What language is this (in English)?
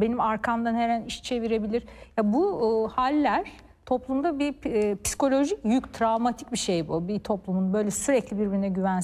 Turkish